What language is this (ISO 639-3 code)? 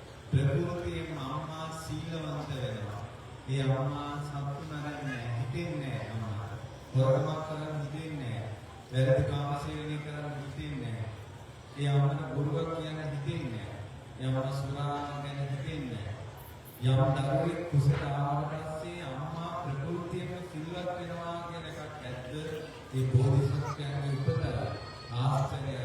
sin